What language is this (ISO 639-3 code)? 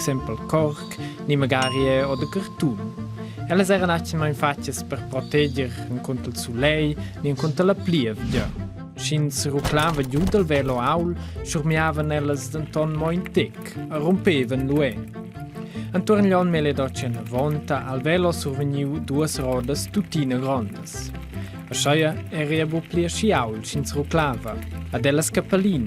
roh